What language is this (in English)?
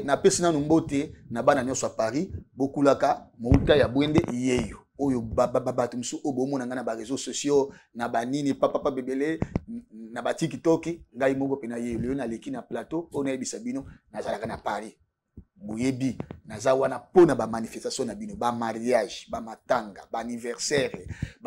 Lingala